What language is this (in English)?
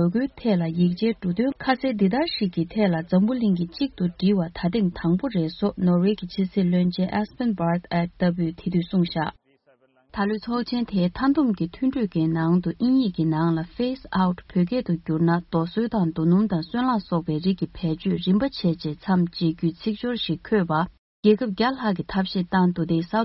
Tibetan